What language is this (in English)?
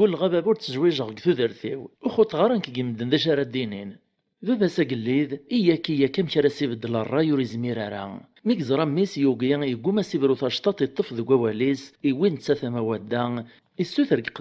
Kabyle